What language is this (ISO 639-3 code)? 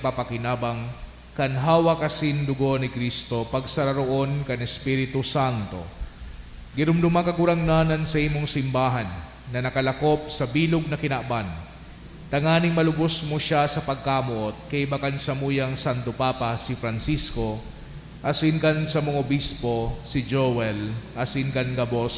bik